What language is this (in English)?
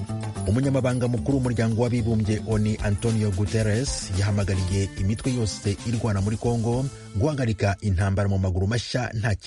Kinyarwanda